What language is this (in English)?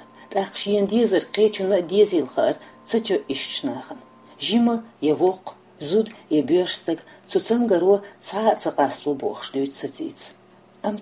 Chechen